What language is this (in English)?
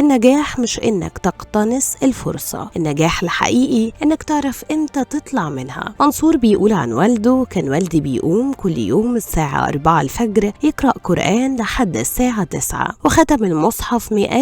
Egyptian Arabic